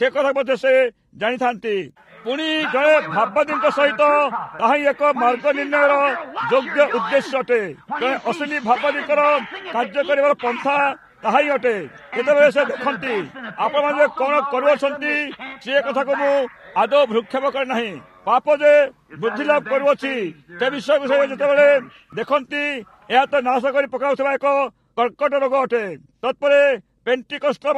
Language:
Odia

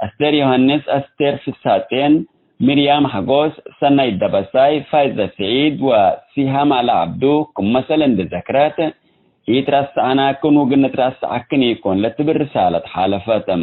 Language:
Tigre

